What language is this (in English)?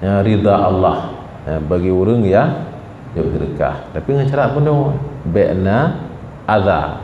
Achinese